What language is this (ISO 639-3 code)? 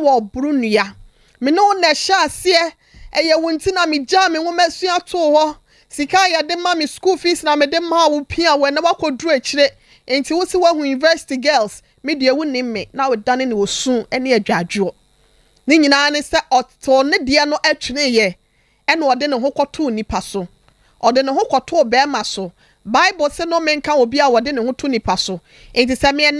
aka